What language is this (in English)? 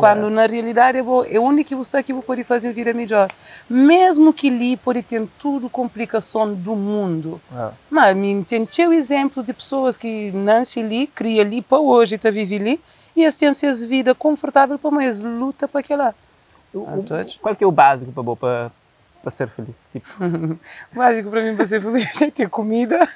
Kabuverdianu